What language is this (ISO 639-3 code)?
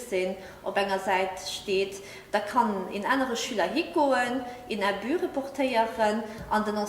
ltz